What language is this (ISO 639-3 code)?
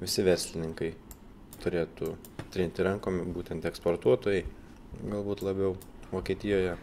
lit